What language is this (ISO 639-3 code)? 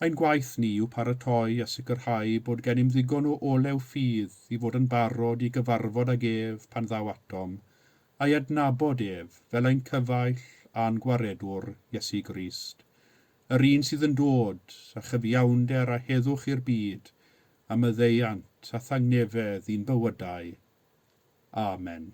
cym